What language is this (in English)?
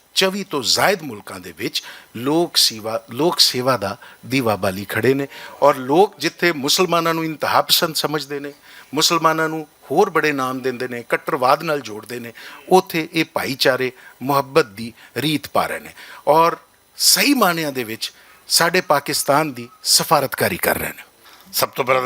Western Panjabi